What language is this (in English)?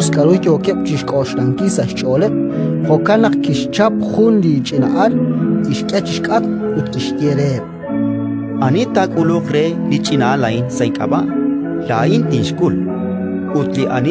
Kekchí